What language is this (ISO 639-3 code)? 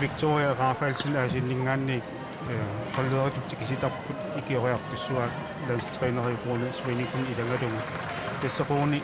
kal